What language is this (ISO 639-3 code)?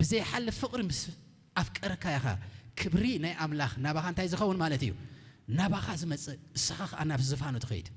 tir